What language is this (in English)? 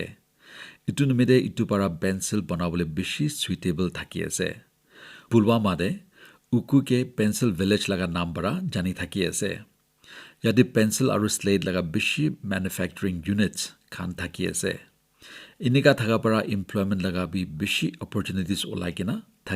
Naga Pidgin